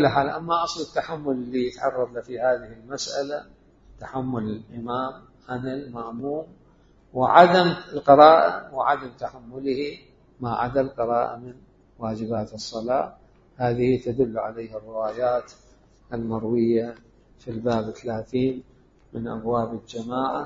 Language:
Mesopotamian Arabic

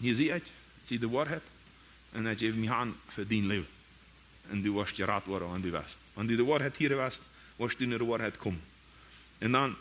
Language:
Plautdietsch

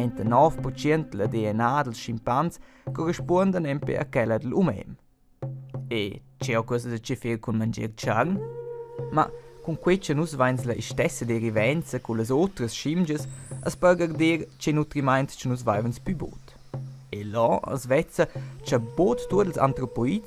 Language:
Romansh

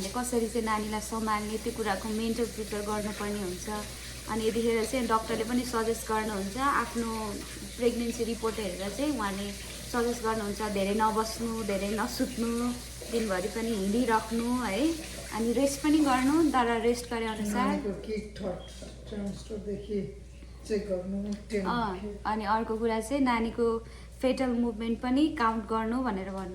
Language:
Nepali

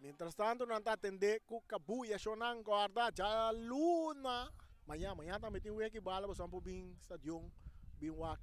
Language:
Papiamento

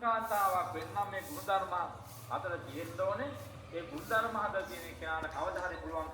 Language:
Sinhala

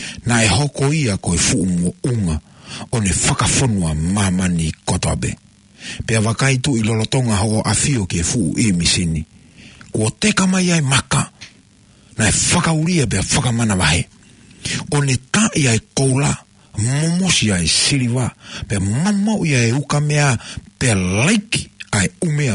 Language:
Tongan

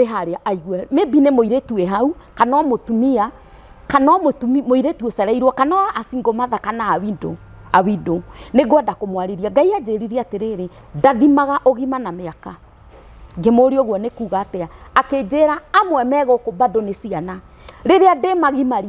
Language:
Kikuyu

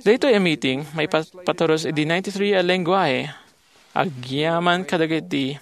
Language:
Iloko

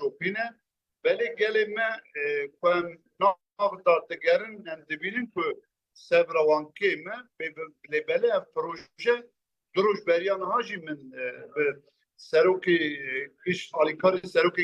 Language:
Kurdish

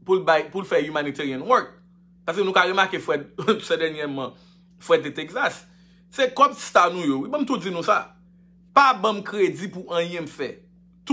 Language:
Haitian Creole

